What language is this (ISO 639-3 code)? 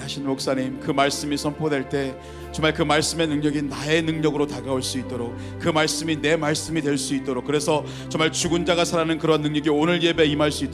kor